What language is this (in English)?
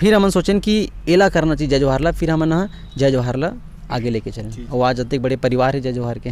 Chhattisgarhi